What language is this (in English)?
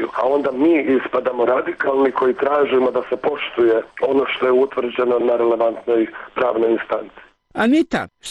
Serbian